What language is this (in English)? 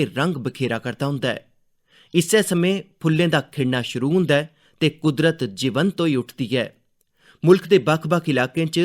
Dogri